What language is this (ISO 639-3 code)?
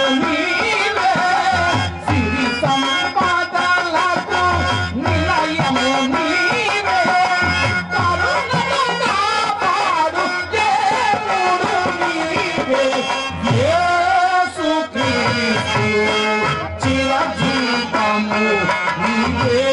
tel